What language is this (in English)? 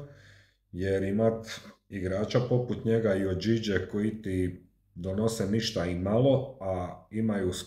Croatian